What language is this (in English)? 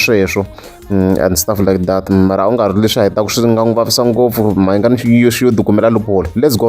Tsonga